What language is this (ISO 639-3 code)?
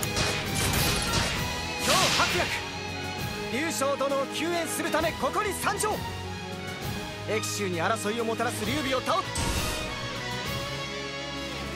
jpn